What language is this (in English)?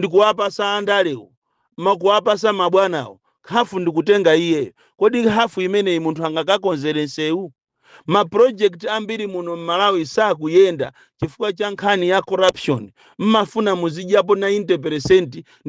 Nyanja